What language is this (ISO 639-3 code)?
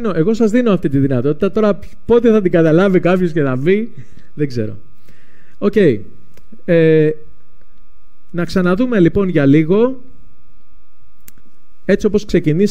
ell